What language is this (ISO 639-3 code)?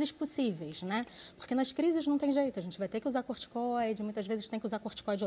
por